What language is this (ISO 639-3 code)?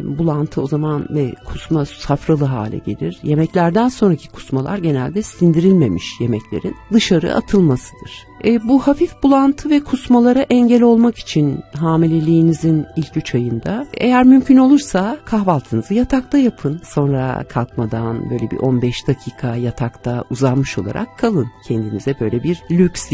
tur